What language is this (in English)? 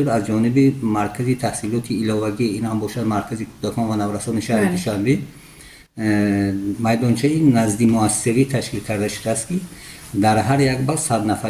Tajik